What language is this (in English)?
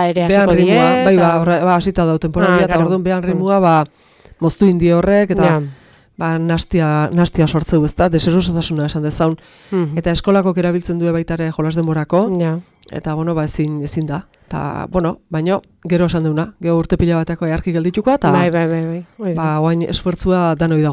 Basque